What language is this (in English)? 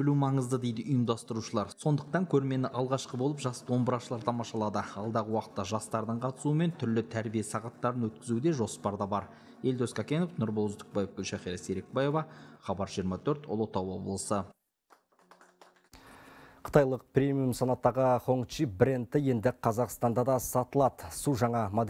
Kazakh